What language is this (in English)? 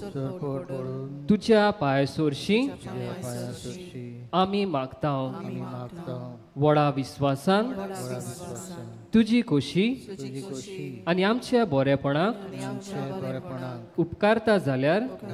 Konkani